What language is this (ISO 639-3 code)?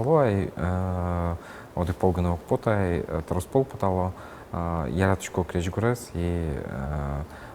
udm